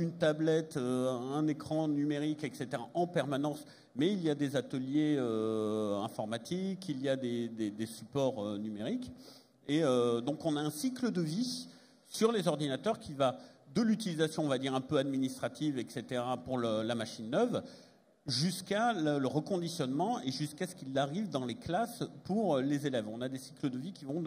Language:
French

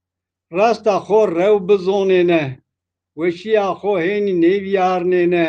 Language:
Zaza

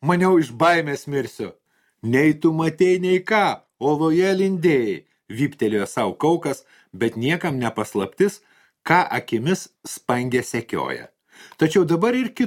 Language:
Lithuanian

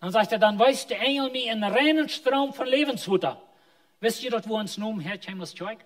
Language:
Plautdietsch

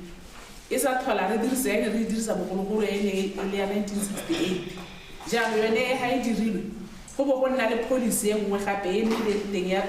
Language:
Tswana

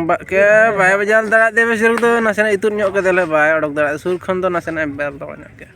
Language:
Santali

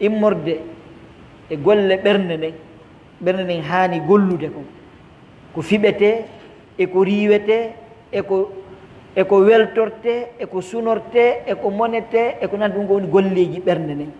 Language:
Pular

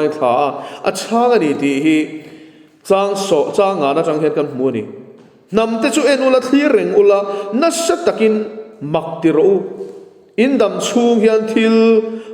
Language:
Mizo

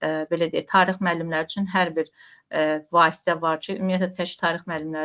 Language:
Azerbaijani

